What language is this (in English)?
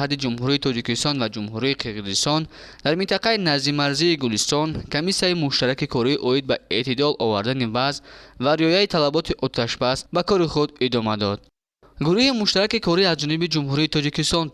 Tajik